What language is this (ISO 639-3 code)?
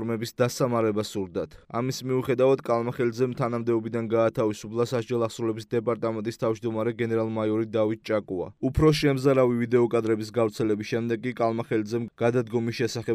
kat